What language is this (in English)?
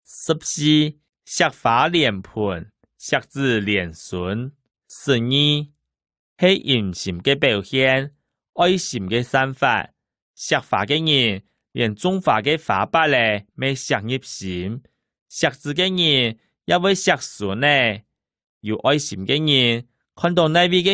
Hakka Chinese